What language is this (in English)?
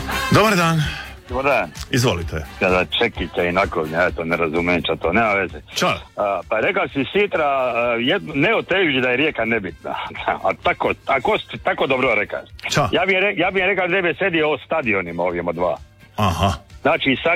Croatian